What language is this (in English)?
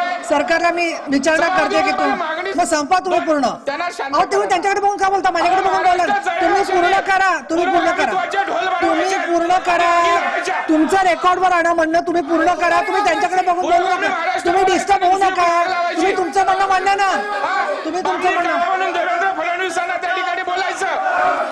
Marathi